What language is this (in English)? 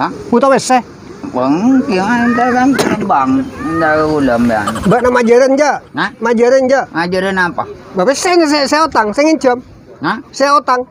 Madurese